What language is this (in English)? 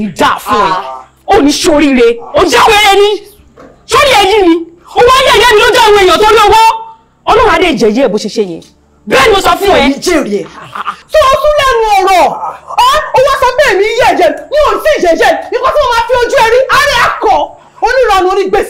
Yoruba